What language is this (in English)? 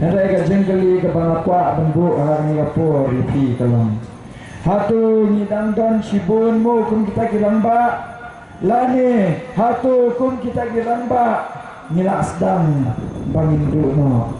Khasi